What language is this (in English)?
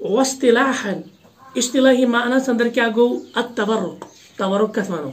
Kashmiri